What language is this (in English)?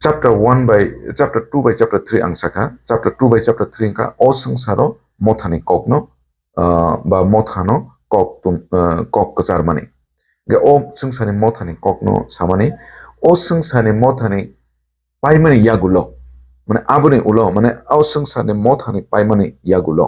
Kok Borok